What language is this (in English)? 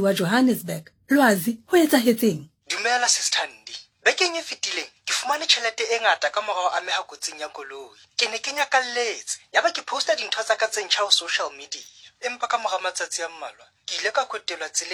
Southern Sotho